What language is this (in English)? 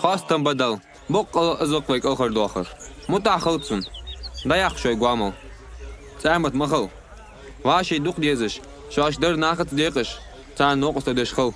Ingush